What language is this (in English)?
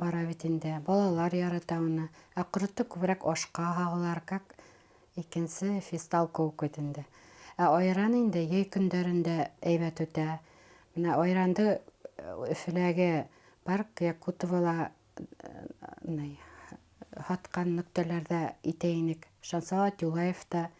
Bashkir